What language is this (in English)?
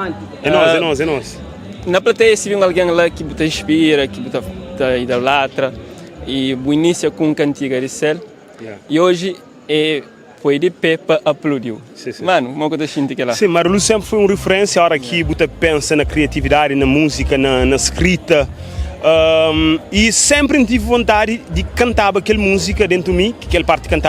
Kabuverdianu